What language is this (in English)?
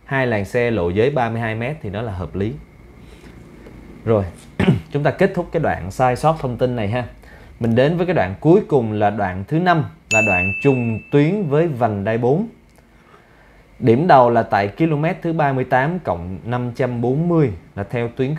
Vietnamese